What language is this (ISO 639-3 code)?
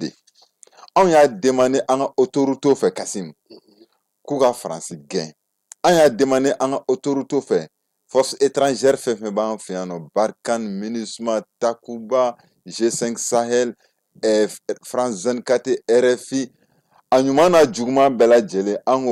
bam